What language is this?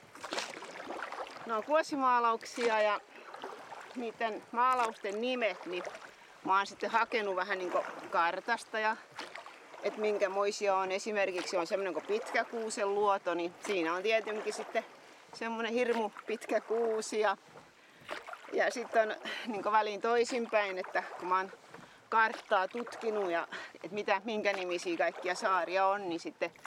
Finnish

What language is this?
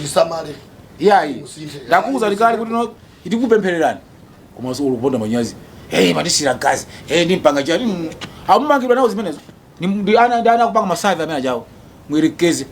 Nyanja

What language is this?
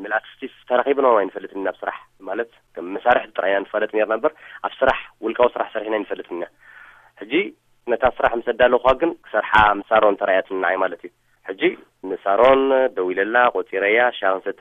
Tigrinya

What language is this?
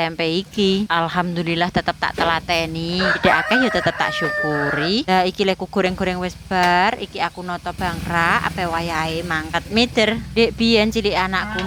Javanese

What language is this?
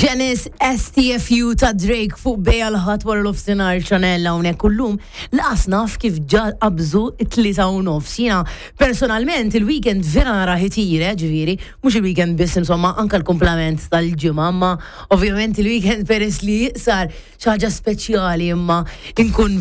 Maltese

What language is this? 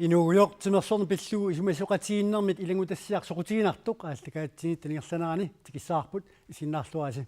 Kalaallisut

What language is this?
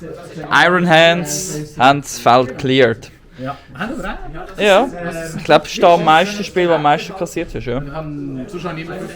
Swiss German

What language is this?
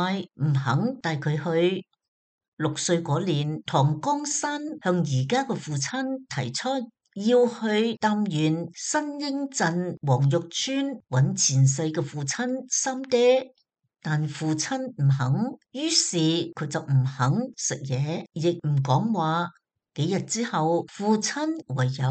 Cantonese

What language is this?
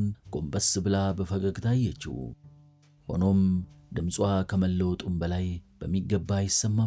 Amharic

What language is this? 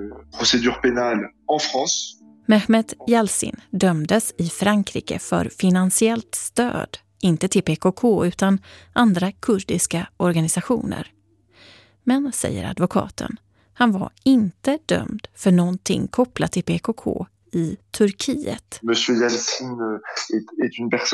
Swedish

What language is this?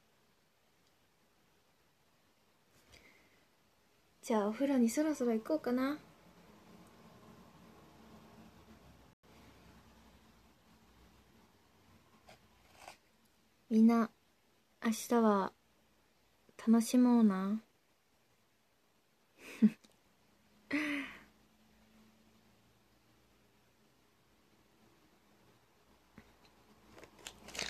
Japanese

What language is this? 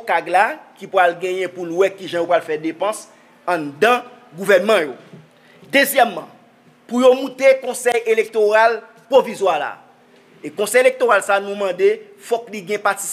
Haitian Creole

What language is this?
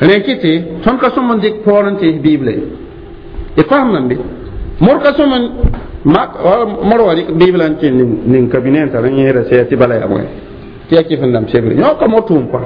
Mossi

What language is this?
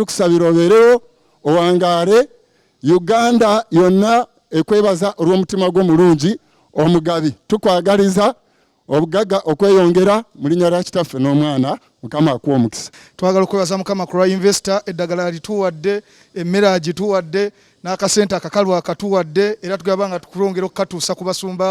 Ganda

